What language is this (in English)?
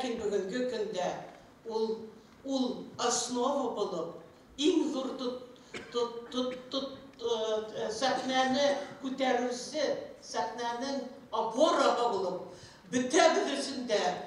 Bashkir